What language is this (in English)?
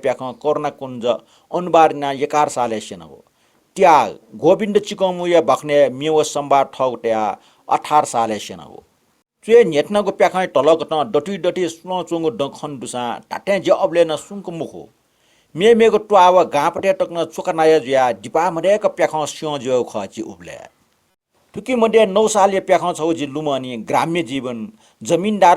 Newari